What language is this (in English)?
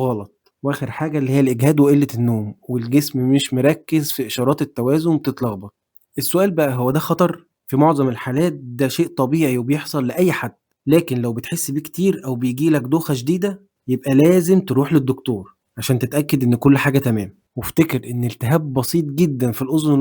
Egyptian Arabic